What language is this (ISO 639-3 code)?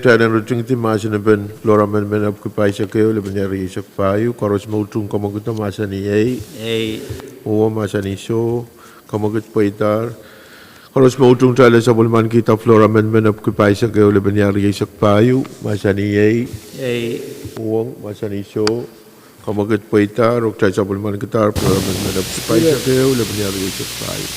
pon